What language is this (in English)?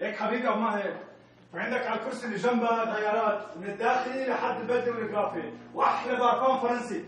North Levantine Arabic